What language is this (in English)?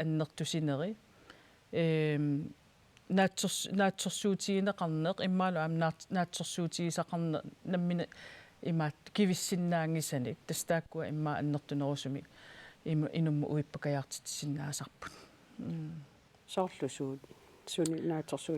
Kalaallisut